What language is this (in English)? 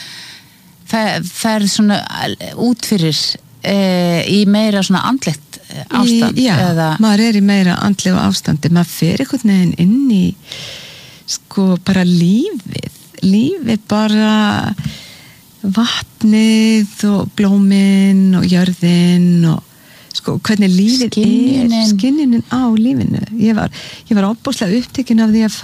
Icelandic